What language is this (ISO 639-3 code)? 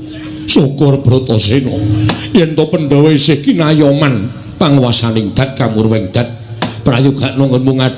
jav